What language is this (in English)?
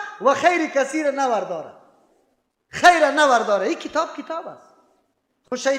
Persian